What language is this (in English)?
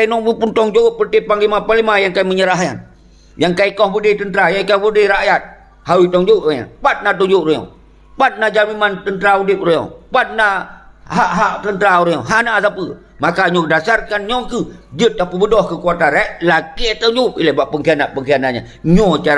Achinese